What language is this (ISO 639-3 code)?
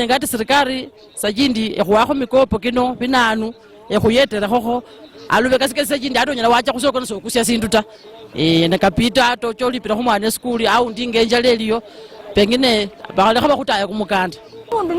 luy